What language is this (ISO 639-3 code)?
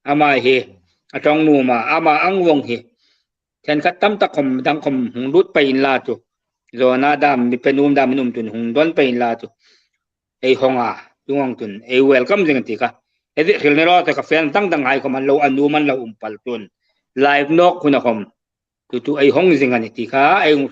hmr